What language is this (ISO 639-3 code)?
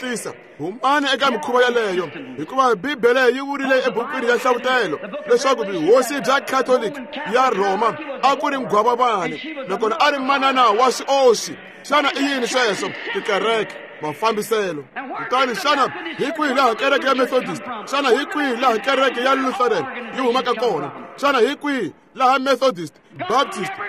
tso